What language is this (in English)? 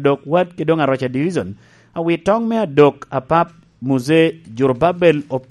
Lango (Uganda)